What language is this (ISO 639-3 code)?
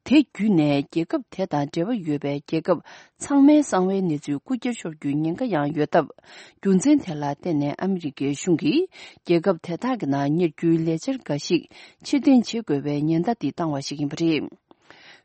bod